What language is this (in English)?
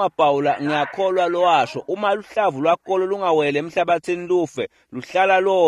Swati